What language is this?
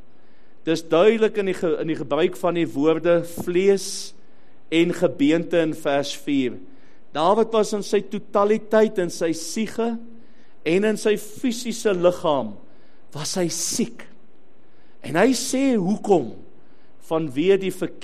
Afrikaans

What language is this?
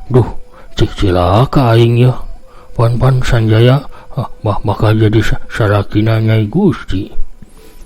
Sundanese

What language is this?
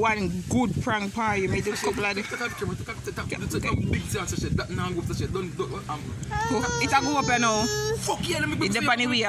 Jamaican Creole English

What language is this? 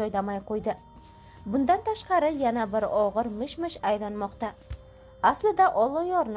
Uzbek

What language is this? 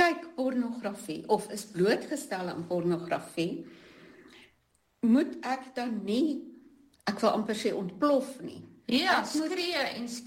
Afrikaans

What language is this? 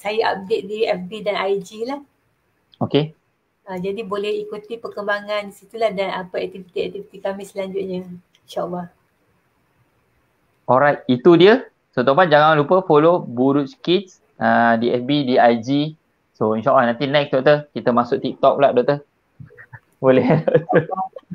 Malay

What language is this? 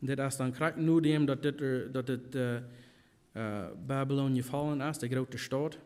Plautdietsch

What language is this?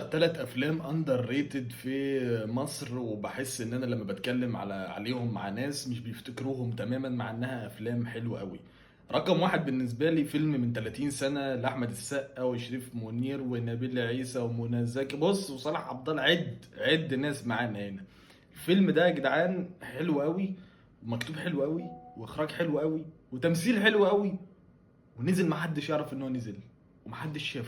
Egyptian Arabic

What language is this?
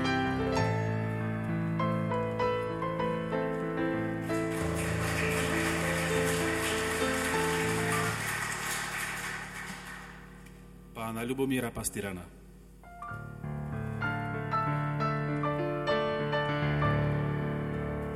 Slovak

